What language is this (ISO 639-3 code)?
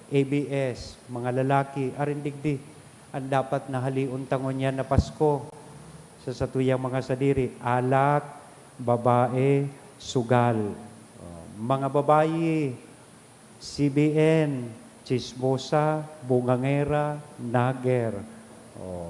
bik